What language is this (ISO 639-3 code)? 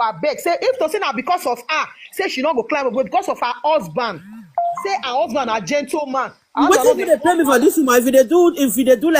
pcm